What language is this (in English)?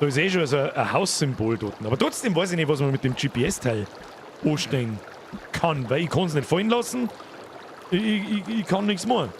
Bavarian